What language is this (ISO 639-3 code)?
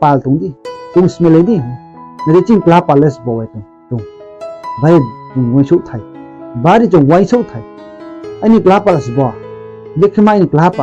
ria